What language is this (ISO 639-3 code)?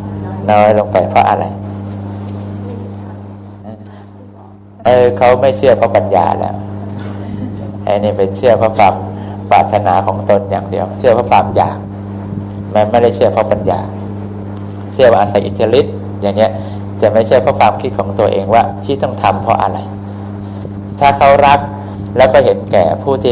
tha